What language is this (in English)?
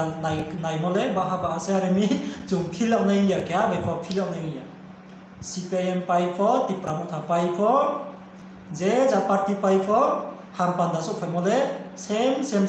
Riang (India)